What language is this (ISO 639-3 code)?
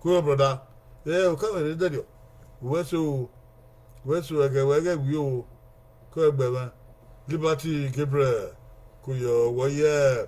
bin